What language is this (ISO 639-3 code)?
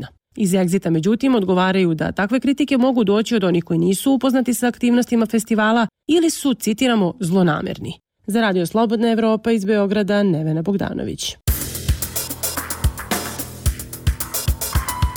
bos